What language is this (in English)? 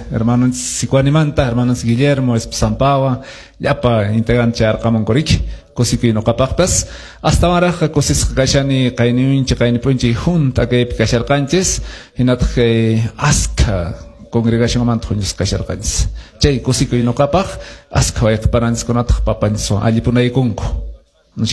Quechua